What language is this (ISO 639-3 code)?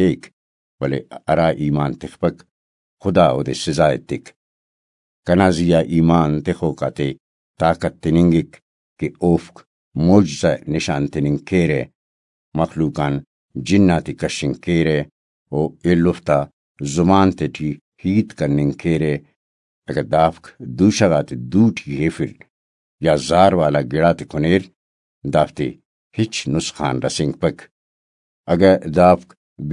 brh